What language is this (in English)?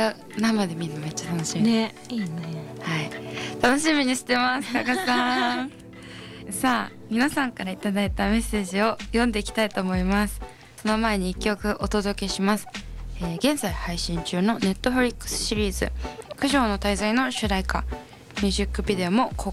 Japanese